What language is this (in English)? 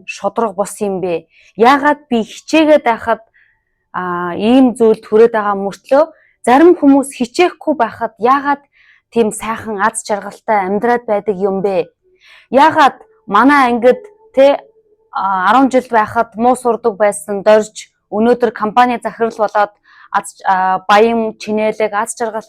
Mongolian